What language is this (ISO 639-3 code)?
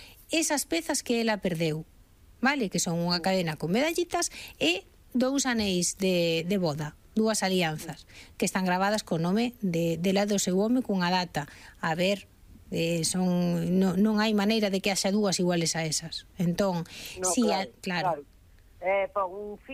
glg